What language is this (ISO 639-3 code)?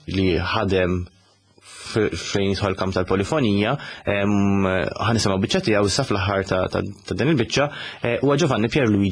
mlt